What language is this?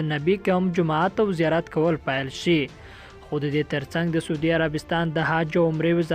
Pashto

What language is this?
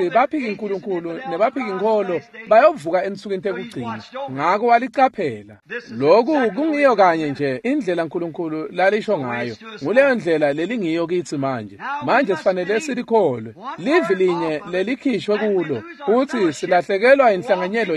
Swati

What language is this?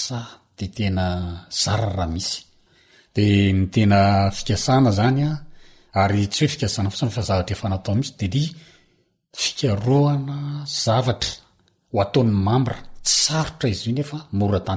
Malagasy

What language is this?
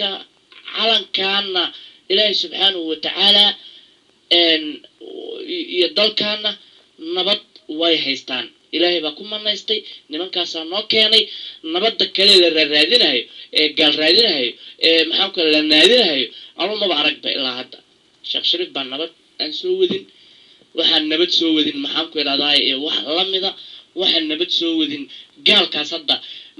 Somali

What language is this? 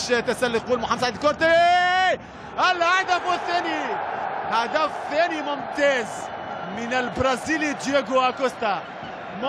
Arabic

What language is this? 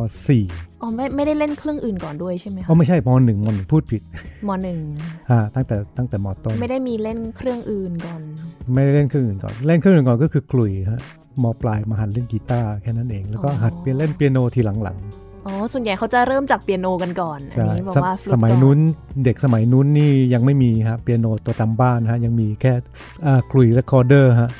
Thai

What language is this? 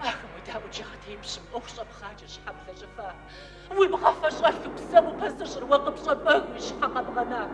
Kabardian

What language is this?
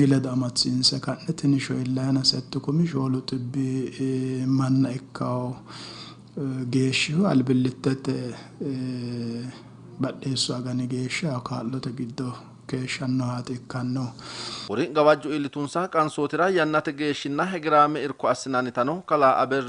Sidamo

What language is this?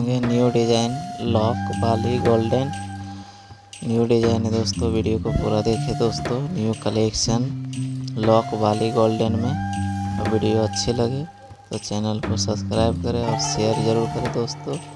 Hindi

